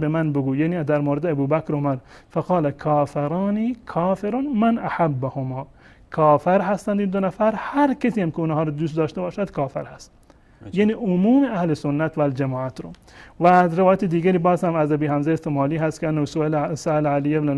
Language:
Persian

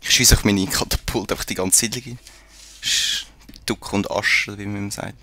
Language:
Swiss German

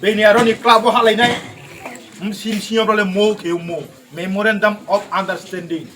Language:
Riang (India)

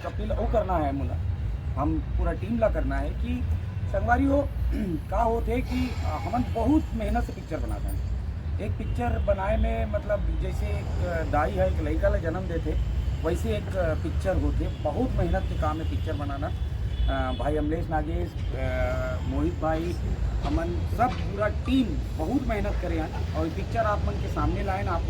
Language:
Chhattisgarhi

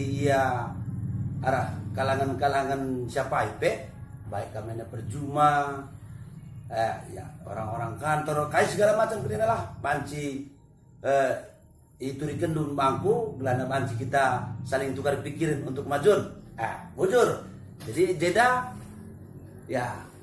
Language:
Batak Karo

